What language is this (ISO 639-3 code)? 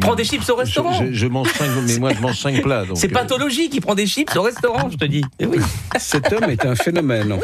fra